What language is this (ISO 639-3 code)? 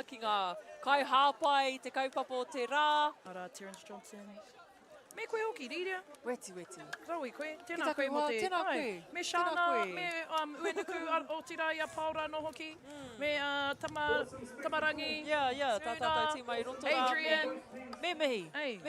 mri